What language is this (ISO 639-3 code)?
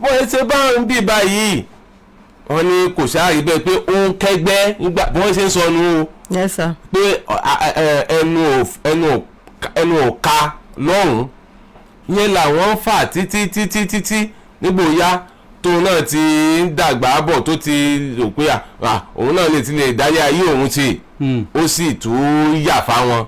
yor